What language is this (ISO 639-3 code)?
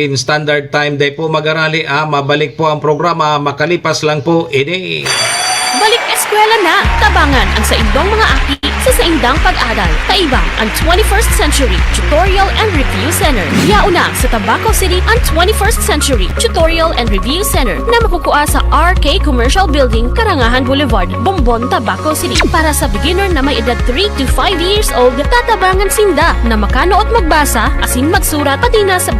bik